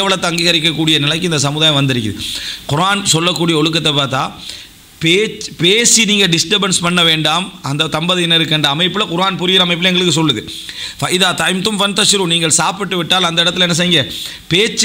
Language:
Tamil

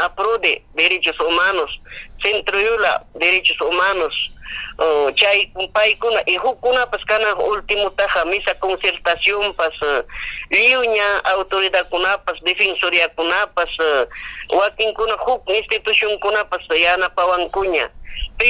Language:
Ayacucho Quechua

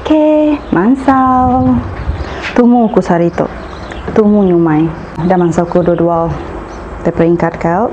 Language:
Iban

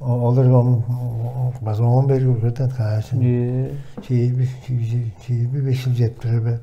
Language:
Tuvinian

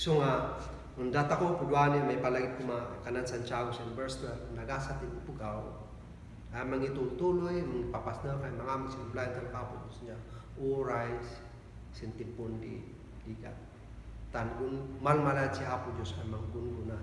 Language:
Kankanaey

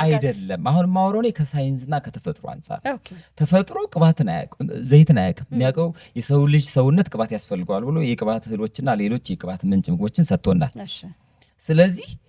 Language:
Amharic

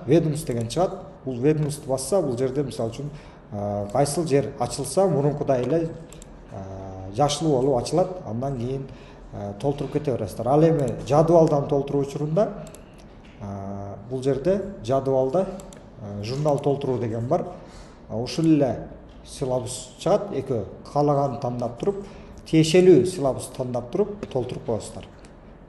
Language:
Kyrgyz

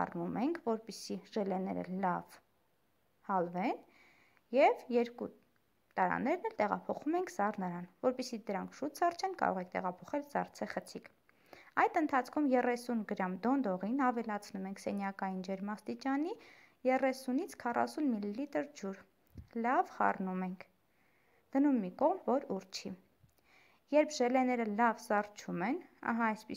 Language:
Armenian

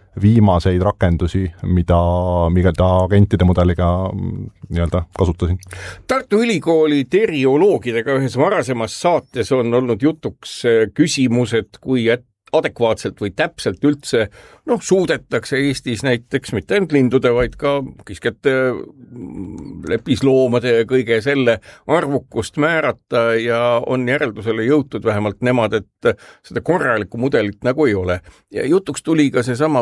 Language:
Estonian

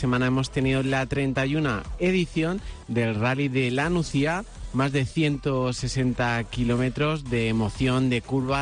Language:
Spanish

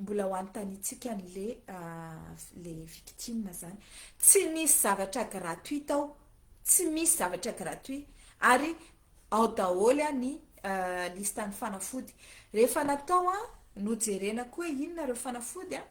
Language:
Malagasy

